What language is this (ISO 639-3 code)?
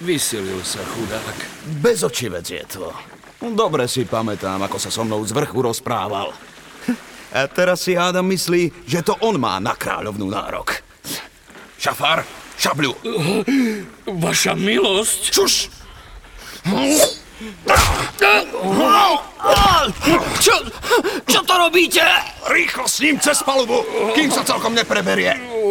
slk